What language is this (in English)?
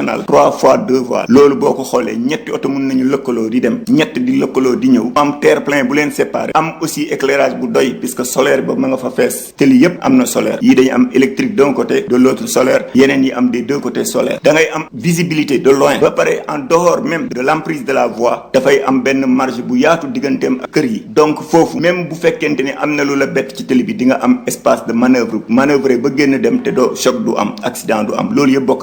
Wolof